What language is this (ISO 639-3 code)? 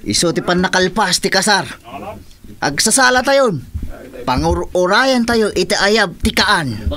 ilo